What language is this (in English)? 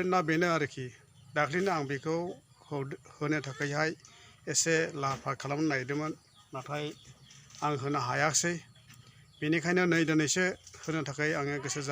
Bodo